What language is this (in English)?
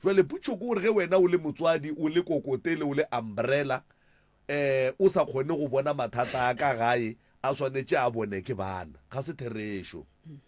Northern Sotho